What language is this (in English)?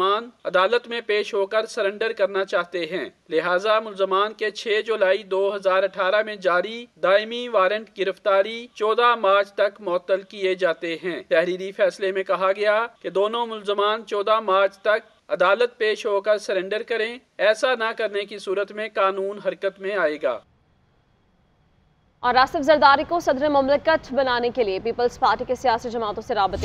Urdu